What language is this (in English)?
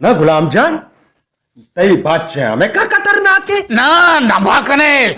Baluchi